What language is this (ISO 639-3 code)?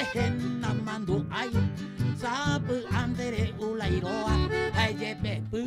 grn